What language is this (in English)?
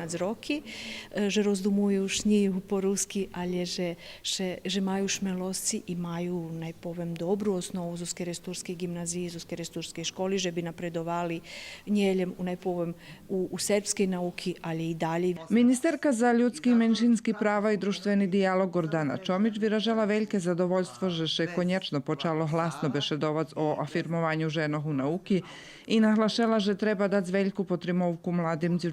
Rusyn